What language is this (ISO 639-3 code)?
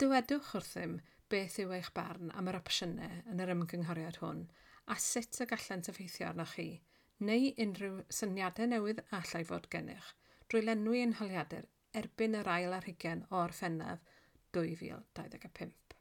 cym